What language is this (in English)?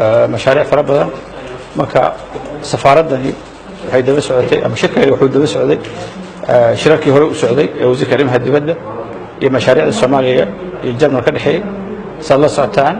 Somali